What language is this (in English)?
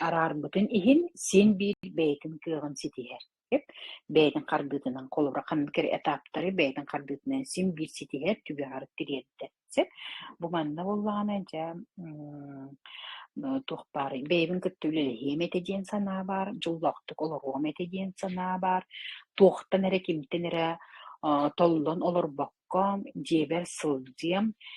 Yakut